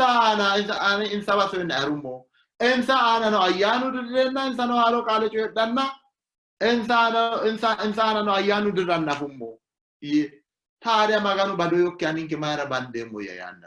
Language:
Sidamo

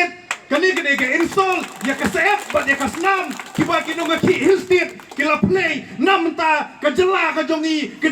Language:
Khasi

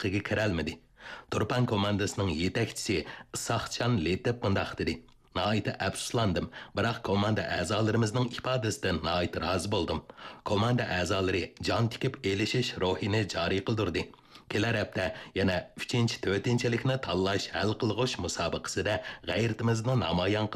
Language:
Uyghur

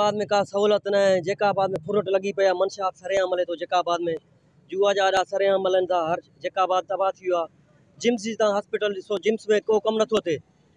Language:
Sindhi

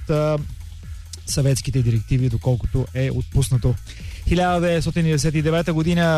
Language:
Bulgarian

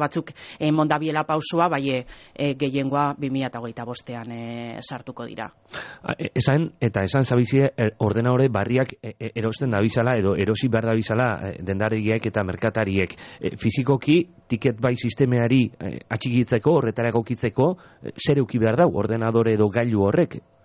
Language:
Basque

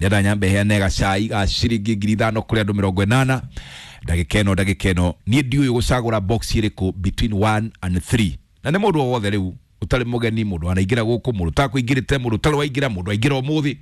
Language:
Kikuyu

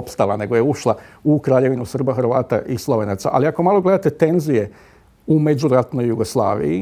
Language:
Croatian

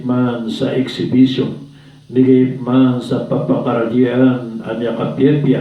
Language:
Maranao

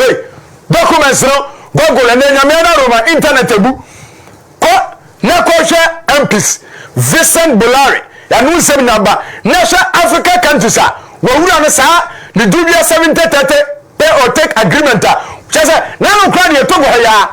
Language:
Akan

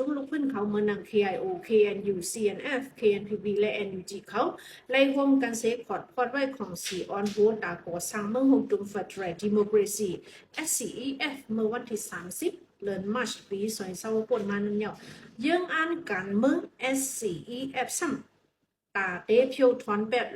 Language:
Shan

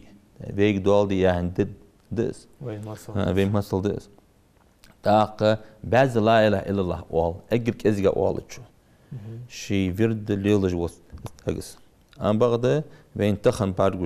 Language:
Ingush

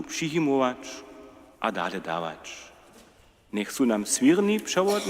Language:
Upper Sorbian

